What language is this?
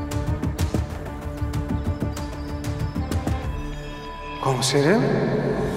Turkish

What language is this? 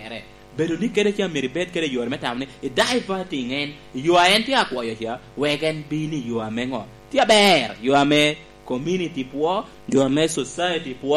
Lango (Uganda)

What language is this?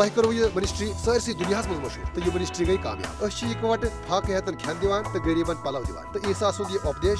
Kashmiri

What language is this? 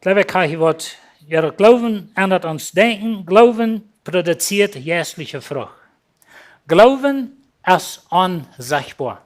Plautdietsch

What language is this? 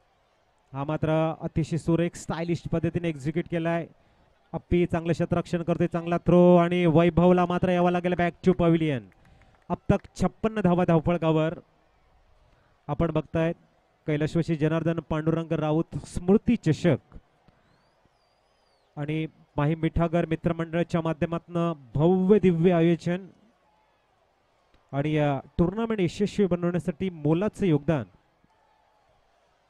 Marathi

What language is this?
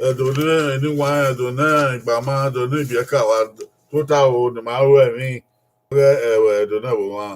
Bini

